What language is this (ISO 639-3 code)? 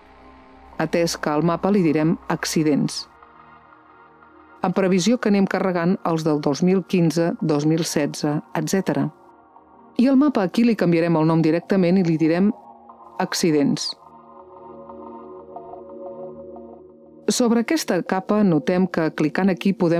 cat